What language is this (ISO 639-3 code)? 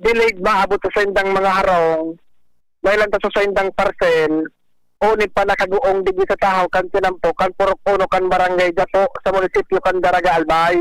bik